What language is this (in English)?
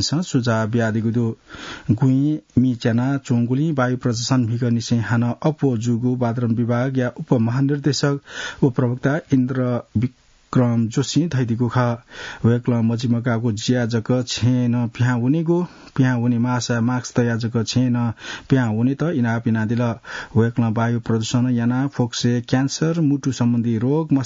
Newari